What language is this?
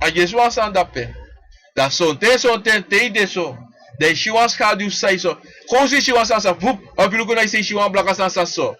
Sranan Tongo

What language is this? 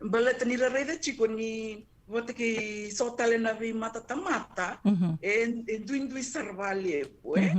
Fijian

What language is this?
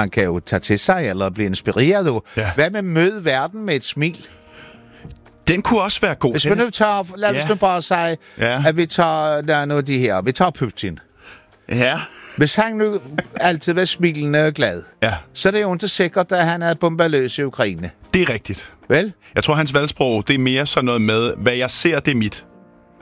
Danish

